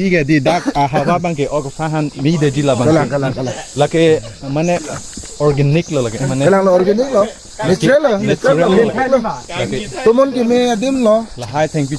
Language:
Karbi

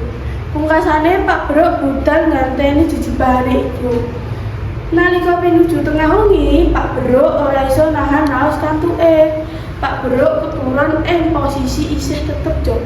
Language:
Javanese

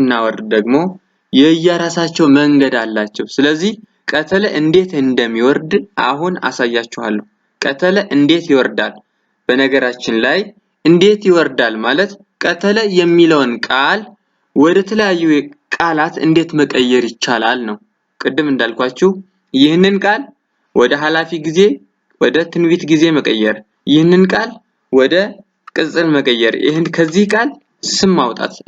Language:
Amharic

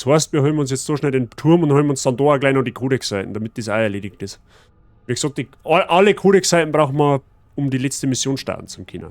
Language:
Bavarian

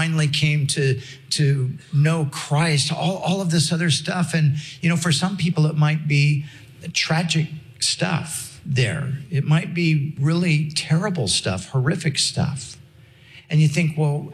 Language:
English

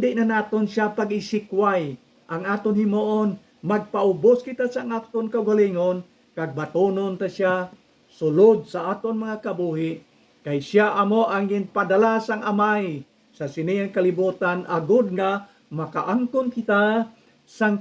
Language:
Hiligaynon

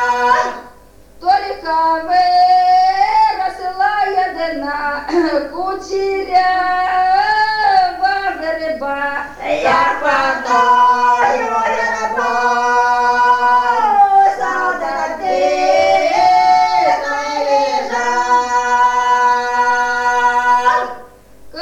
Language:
Ukrainian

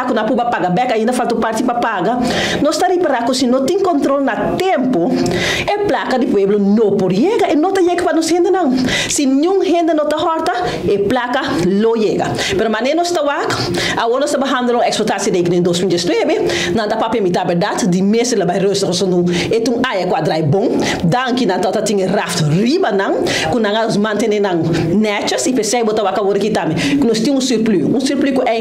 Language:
Papiamento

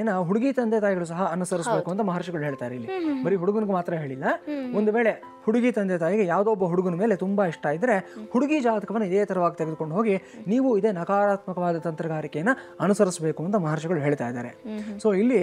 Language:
Kannada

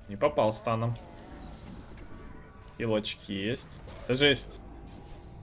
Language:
Russian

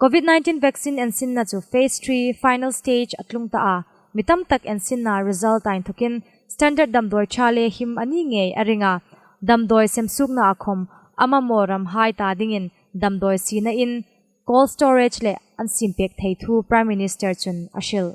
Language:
Hmar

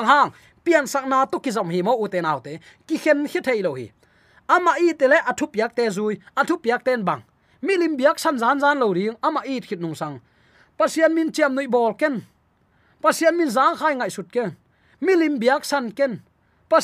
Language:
Tedim Chin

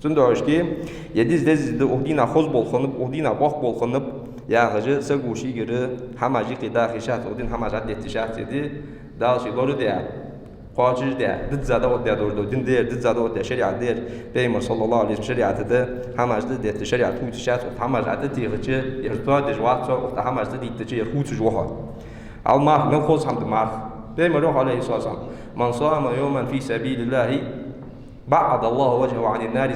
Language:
Ingush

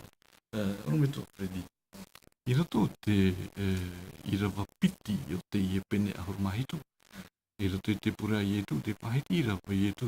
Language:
Tahitian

